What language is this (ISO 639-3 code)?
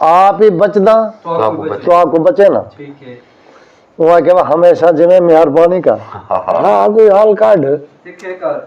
skr